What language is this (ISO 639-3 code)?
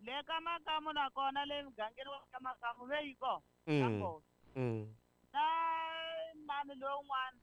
tso